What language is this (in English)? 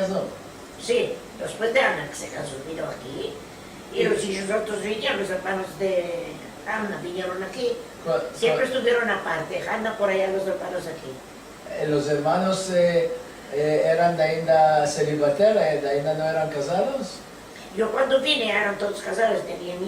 Ladino